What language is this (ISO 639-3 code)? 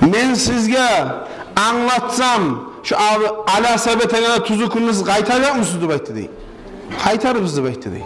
kum